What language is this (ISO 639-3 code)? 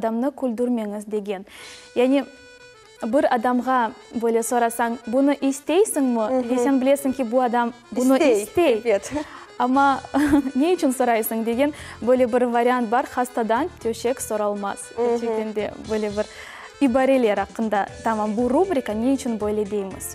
crh